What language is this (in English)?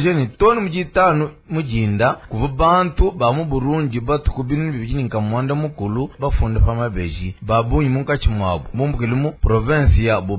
Luba-Lulua